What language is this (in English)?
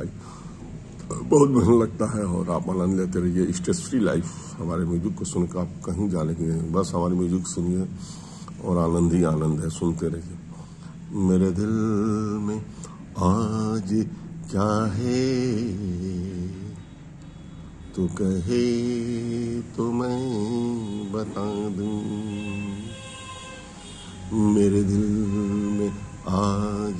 Hindi